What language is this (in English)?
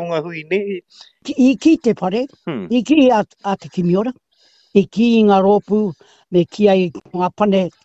Māori